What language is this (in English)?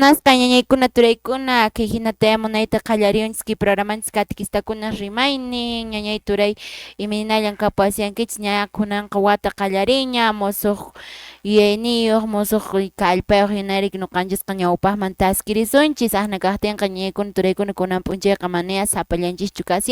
Quechua